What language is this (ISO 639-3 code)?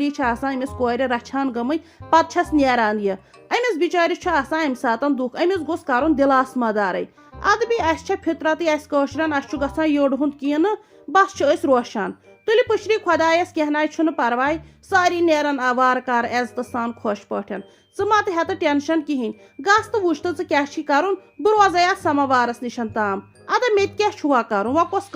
kas